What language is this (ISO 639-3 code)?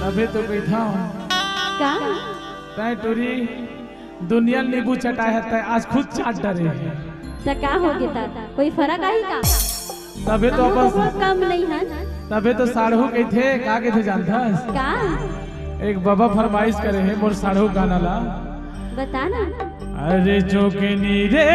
hne